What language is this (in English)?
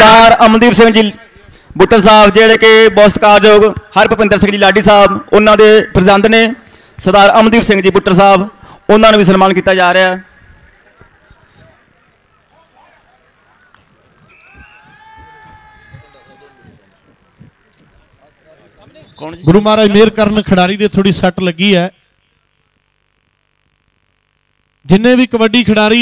Punjabi